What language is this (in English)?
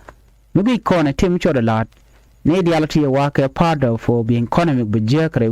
Nuer